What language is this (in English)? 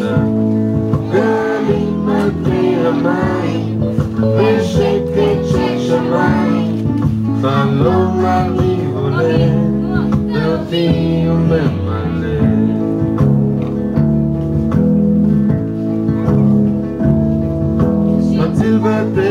Hebrew